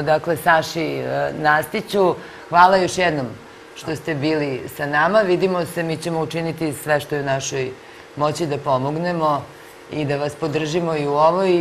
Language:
Serbian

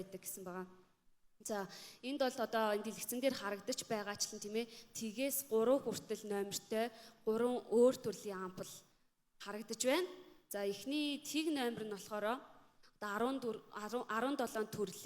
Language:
Mongolian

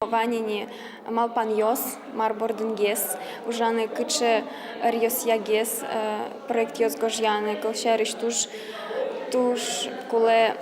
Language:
Udmurt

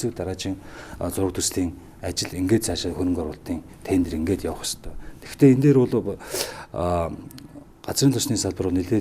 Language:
Mongolian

